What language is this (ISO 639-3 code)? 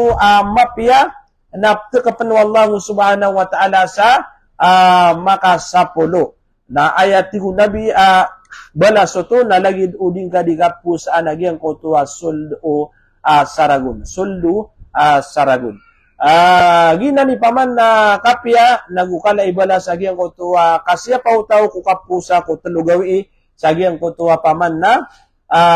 mrw